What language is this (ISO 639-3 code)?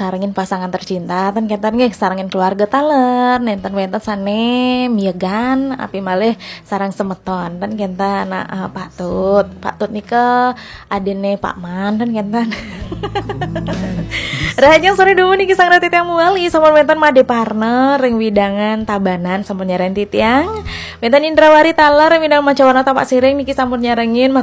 ban